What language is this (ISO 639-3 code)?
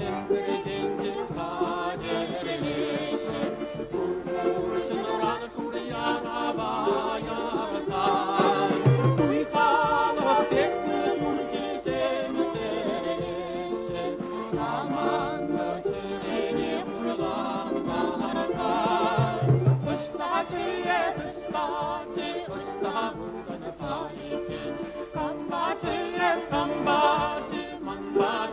chv